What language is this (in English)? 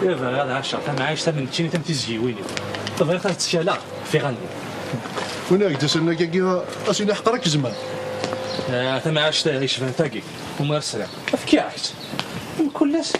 Kabyle